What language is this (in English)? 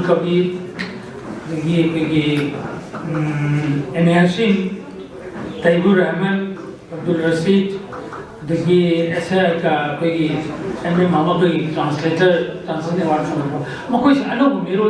Manipuri